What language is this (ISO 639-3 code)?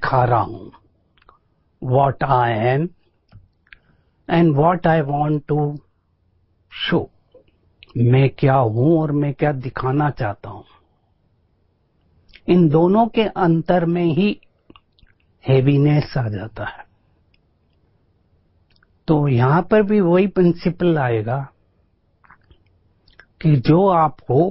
hin